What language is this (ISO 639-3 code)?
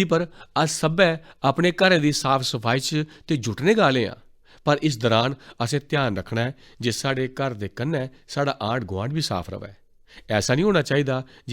doi